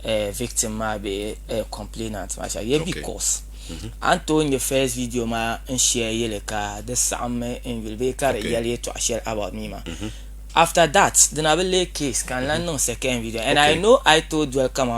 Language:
Dagbani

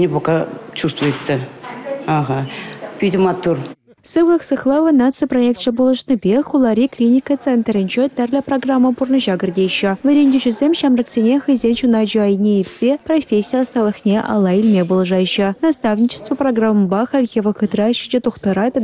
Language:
Chuvash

